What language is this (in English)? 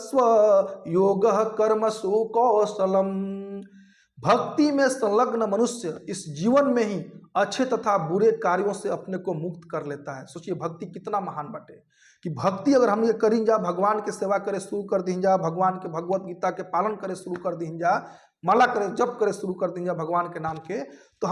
Bhojpuri